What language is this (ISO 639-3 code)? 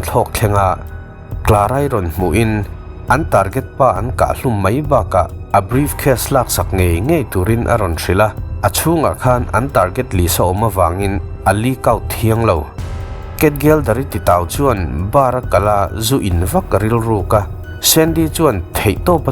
lus